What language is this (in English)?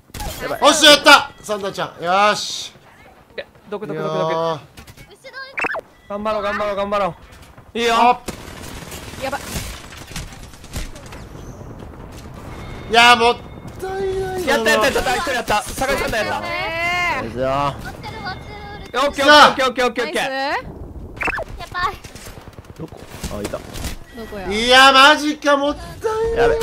Japanese